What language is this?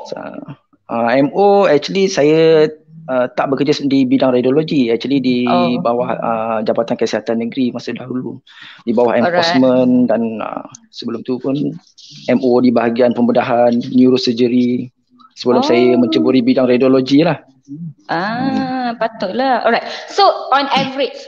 Malay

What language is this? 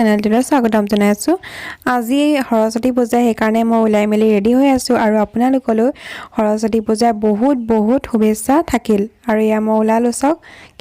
Assamese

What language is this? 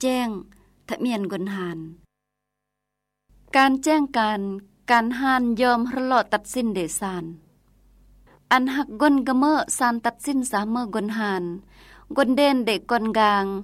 Lao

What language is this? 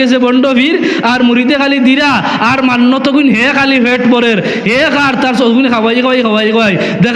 Sylheti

